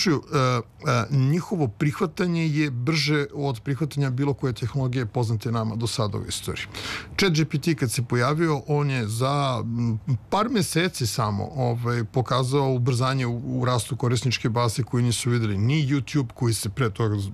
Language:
Serbian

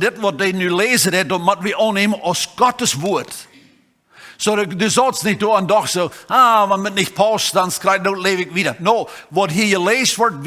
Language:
Plautdietsch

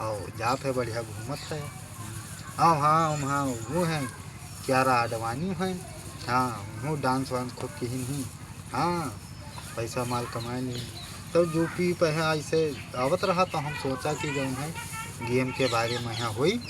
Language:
Awadhi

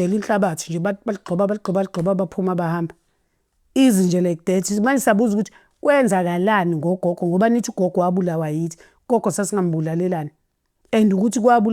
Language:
Zulu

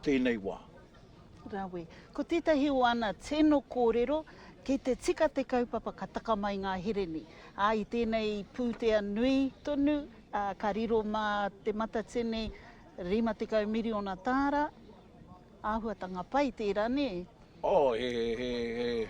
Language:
Māori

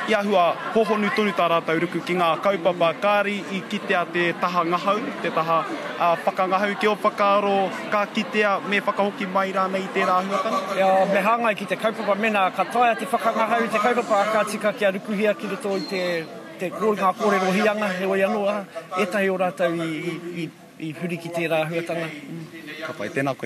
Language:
Māori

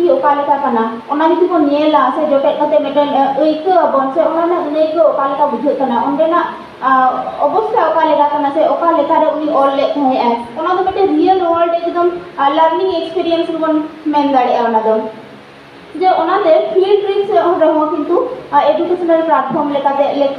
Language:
Santali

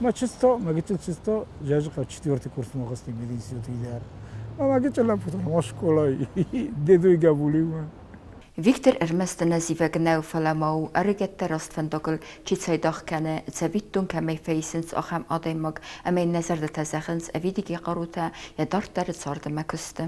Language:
Ossetic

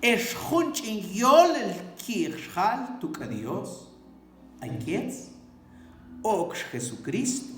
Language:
Mam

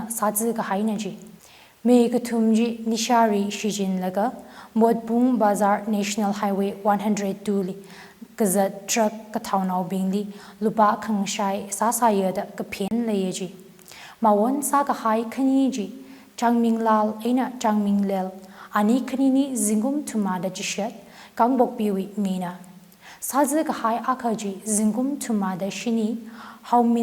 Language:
Tangkhul Naga (India)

